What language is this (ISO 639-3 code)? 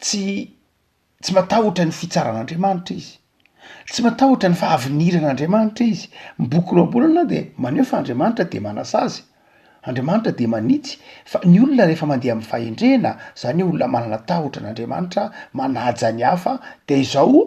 mlg